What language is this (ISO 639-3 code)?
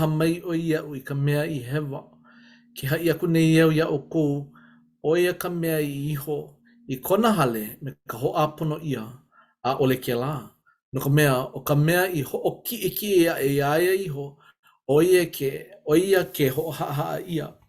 haw